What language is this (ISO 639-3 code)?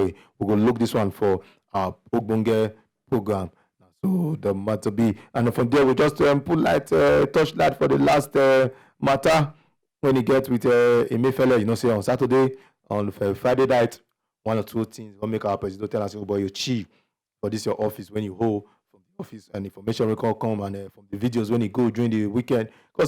pcm